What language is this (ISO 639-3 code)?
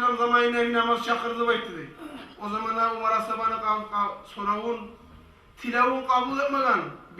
kum